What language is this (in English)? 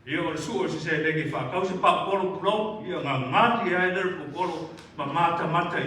Samoan